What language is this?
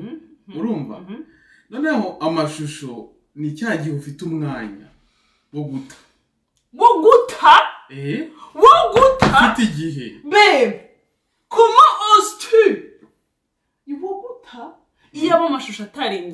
Kinyarwanda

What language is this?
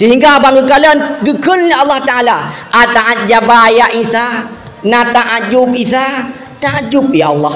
Achinese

